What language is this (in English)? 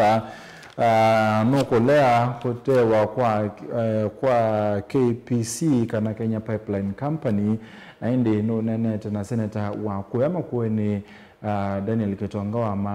Kamba